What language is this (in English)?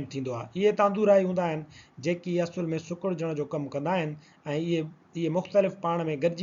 Sindhi